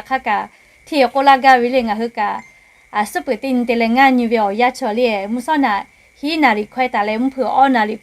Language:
Lahu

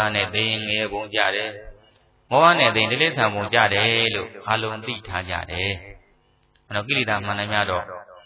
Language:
Burmese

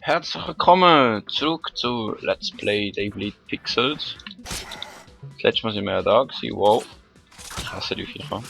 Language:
Swiss German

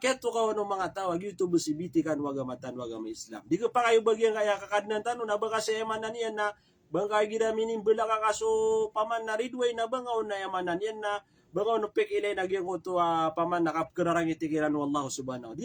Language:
Maranao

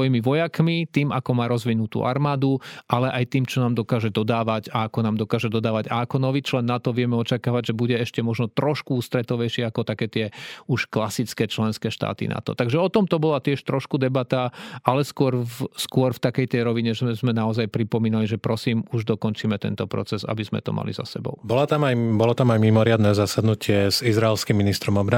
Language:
Slovak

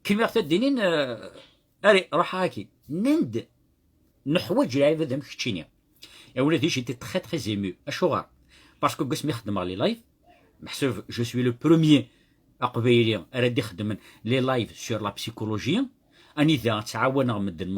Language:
Kabyle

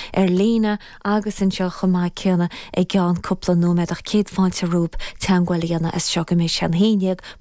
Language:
Irish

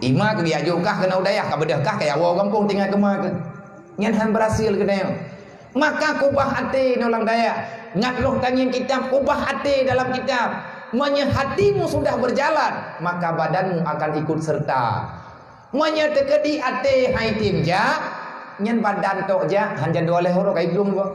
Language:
Achinese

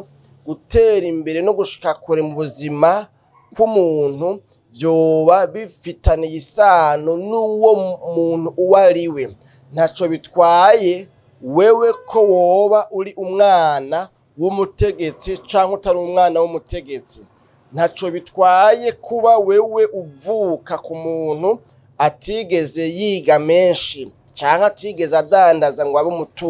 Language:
Rundi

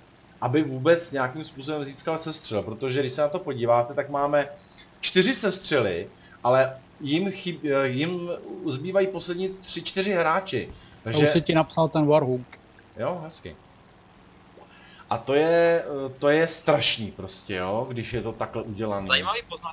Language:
Czech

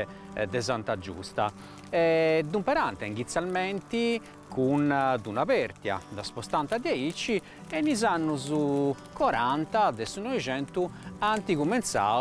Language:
Sardinian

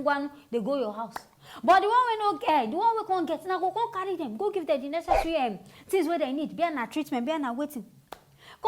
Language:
Nigerian Pidgin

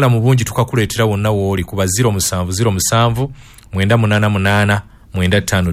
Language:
Ganda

